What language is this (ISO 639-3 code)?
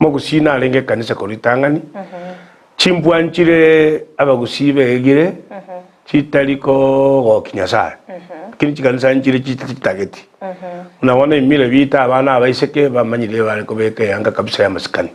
guz